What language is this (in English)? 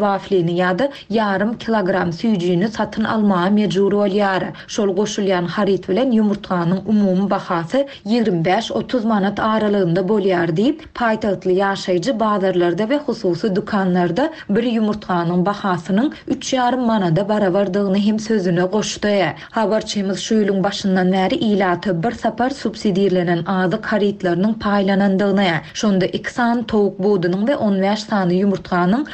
Turkmen